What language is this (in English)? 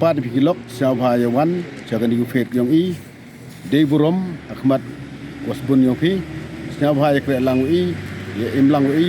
Pnar